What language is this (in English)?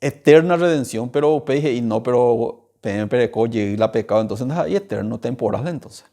Guarani